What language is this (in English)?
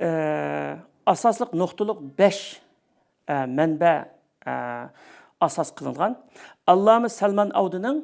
Uyghur